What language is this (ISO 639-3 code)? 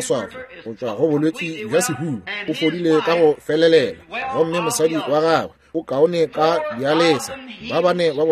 nso